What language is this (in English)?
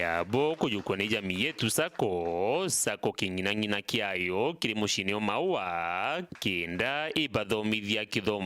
Meru